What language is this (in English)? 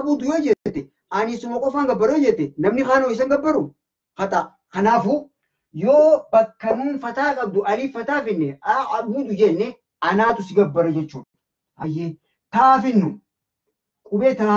Oromo